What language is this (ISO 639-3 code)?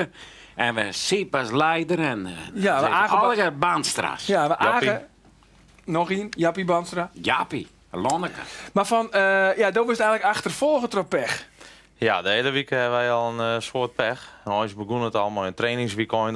fry